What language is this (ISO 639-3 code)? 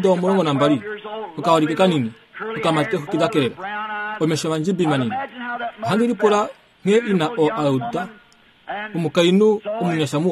kua